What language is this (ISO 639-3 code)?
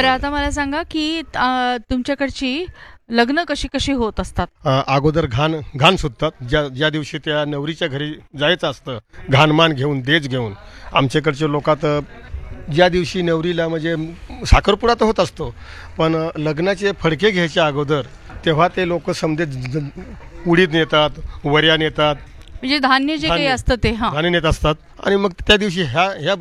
mar